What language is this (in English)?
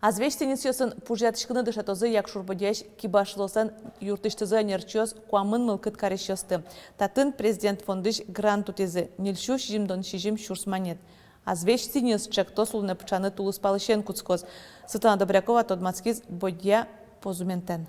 Udmurt